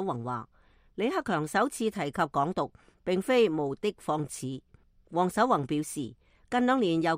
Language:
Cantonese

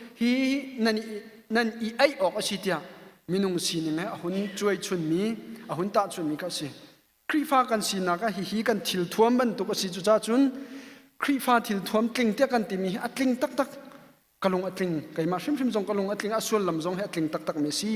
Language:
Hakha Chin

